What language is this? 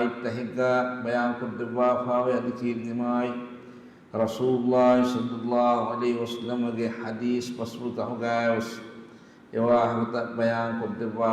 Divehi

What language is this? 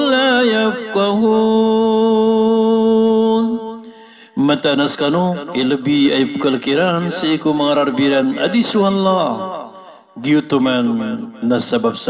Maranao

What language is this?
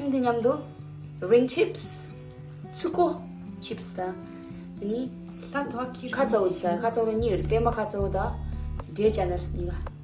Tibetan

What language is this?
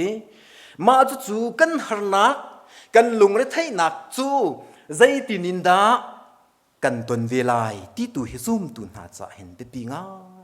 Hakha Chin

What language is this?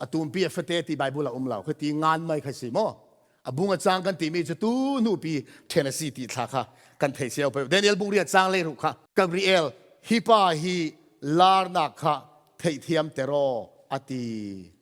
Falam Chin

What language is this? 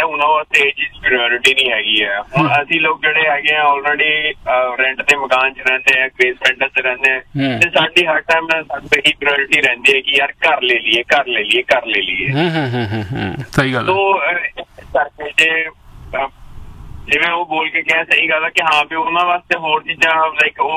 Punjabi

